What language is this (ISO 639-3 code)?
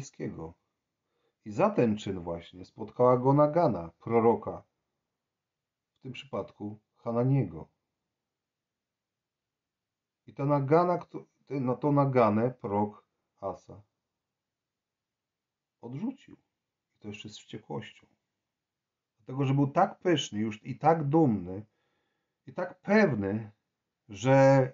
pol